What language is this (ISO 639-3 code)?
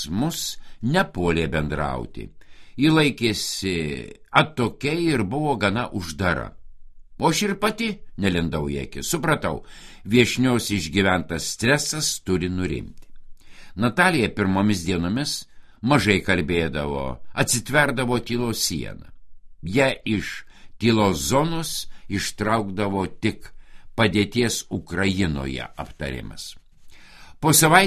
lit